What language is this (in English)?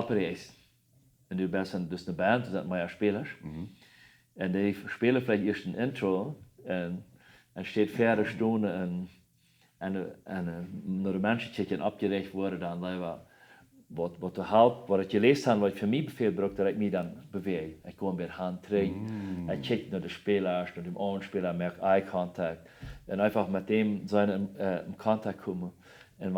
Plautdietsch